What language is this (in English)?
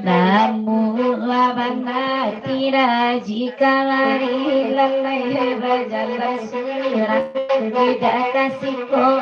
Minangkabau